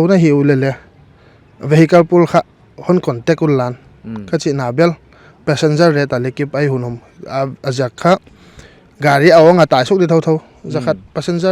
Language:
Paite Chin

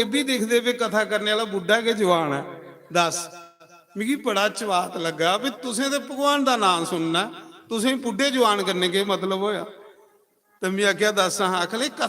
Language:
Dogri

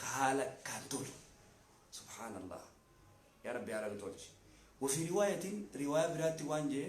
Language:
Oromo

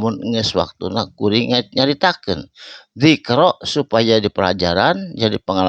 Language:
Sundanese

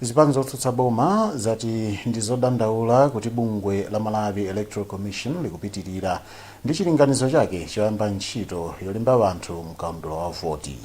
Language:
Nyanja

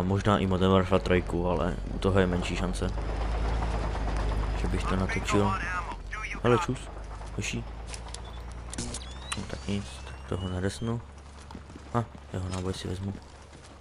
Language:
Czech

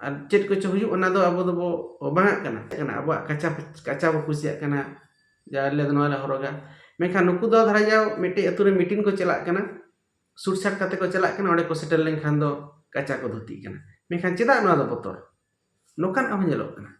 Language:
Santali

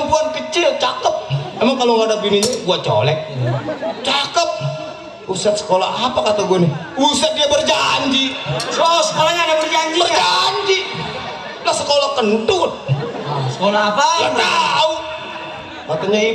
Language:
Betawi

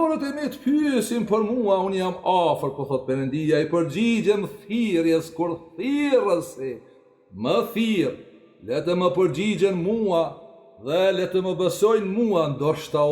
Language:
Albanian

